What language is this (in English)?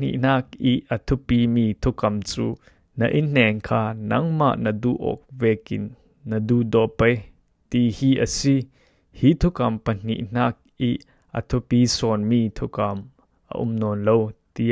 Falam Chin